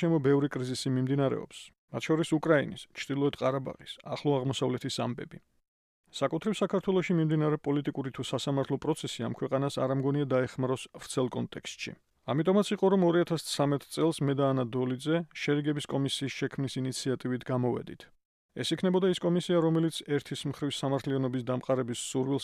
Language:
Georgian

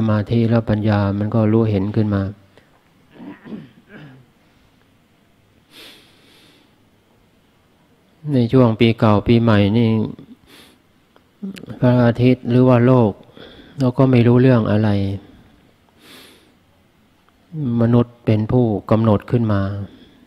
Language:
Thai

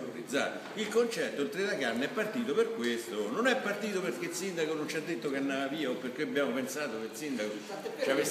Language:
Italian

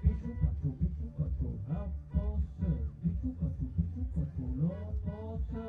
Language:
Occitan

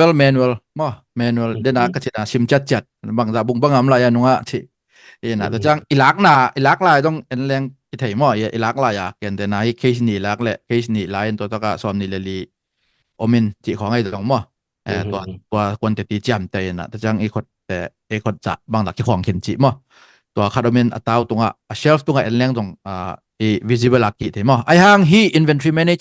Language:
Tedim Chin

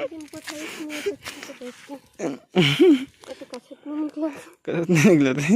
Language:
Chhattisgarhi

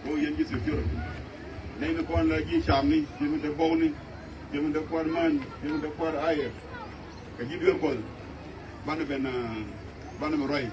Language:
Nuer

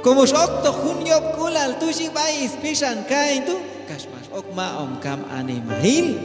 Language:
Q'anjob'al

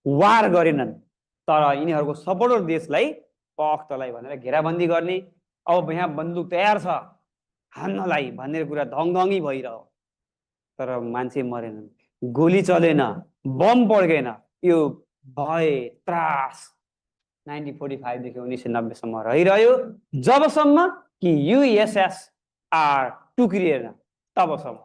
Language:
Nepali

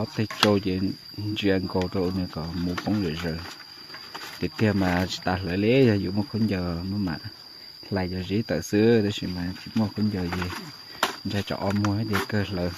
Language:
Hmong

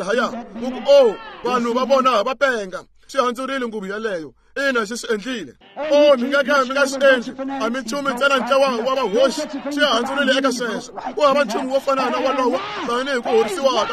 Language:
Tsonga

